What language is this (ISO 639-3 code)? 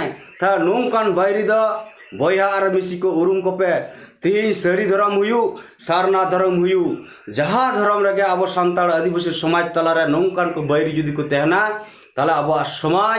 sat